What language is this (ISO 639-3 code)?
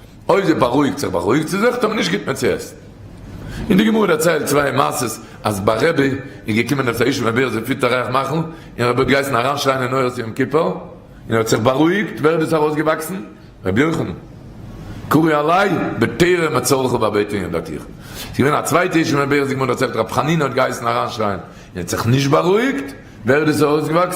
yid